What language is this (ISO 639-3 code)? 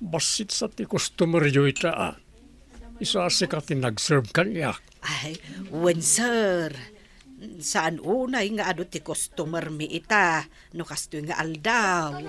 ilo